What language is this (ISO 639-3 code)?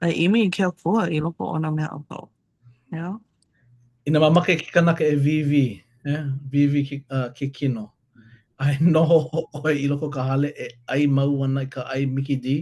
haw